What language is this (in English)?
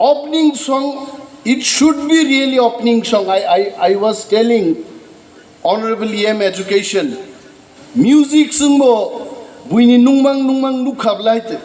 Kok Borok